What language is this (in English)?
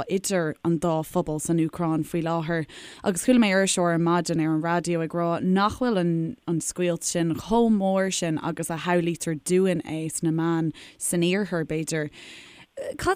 Irish